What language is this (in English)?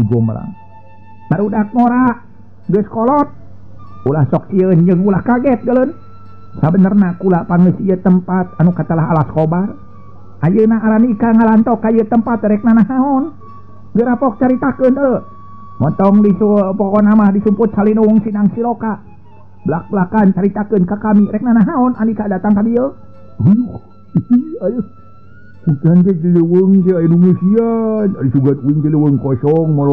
Sundanese